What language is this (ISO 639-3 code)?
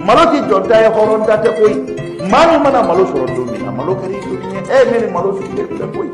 bam